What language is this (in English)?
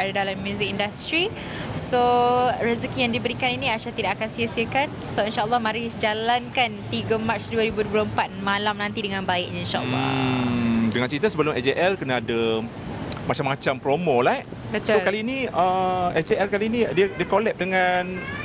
Malay